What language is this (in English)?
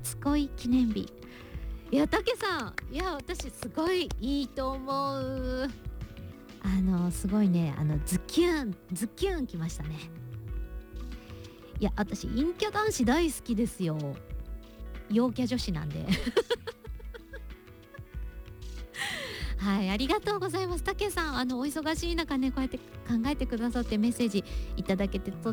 Japanese